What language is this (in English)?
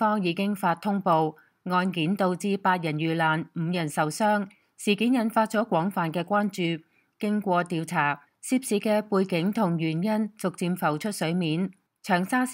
Cantonese